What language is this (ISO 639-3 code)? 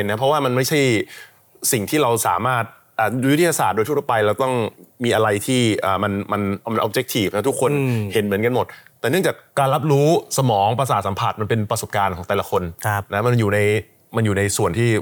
tha